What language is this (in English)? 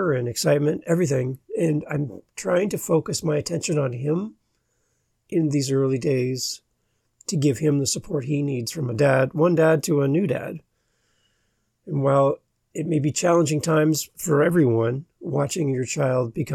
English